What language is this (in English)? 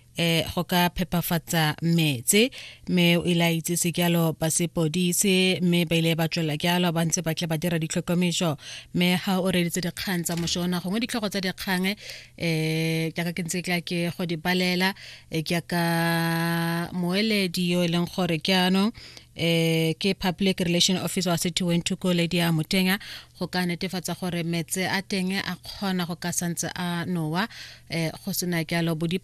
Tswana